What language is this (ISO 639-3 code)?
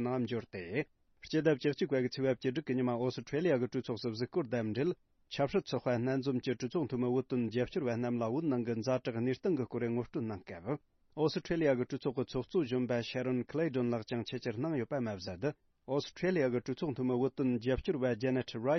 bod